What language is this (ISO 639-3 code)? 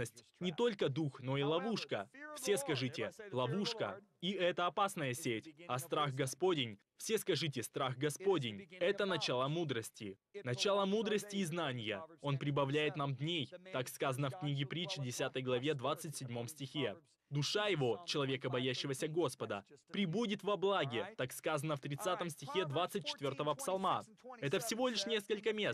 rus